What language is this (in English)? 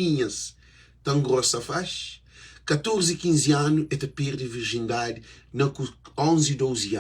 Kabuverdianu